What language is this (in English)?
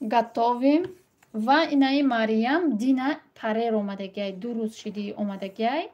Tajik